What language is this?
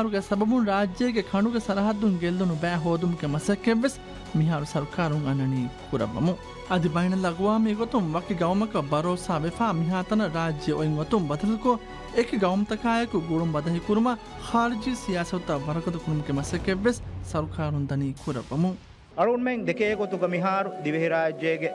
Divehi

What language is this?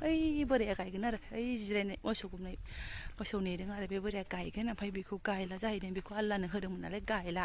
Bodo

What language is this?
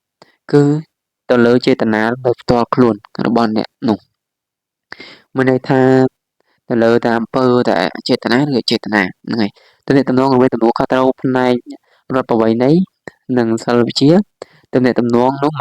Khmer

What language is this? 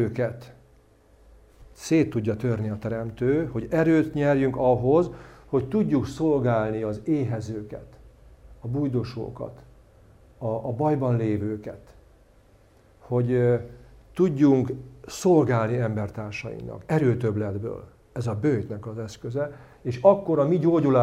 Hungarian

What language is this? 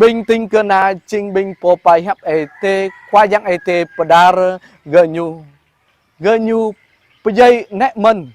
Jarai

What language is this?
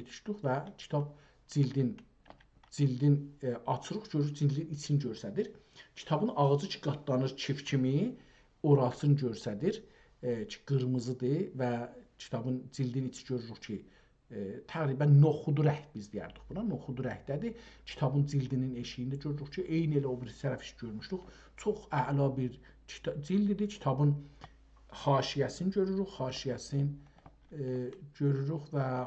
South Azerbaijani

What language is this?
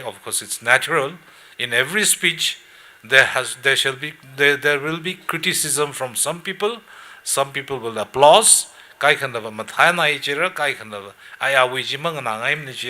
Tangkhul Naga (India)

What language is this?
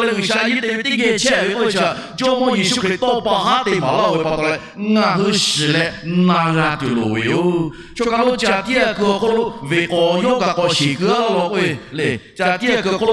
Lahu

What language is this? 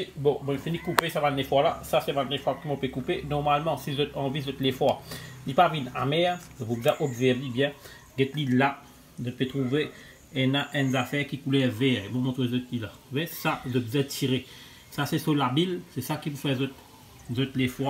Morisyen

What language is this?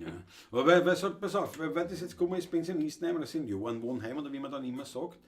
Bavarian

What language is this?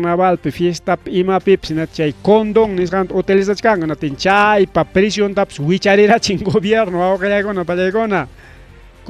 Ayacucho Quechua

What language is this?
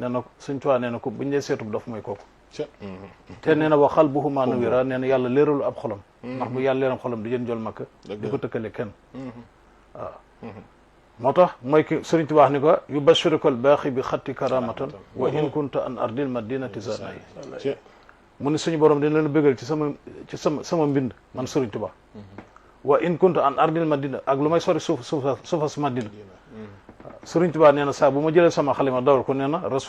Wolof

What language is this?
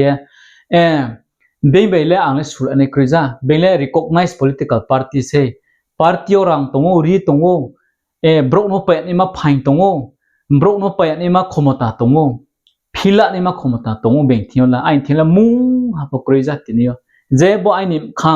Riang (India)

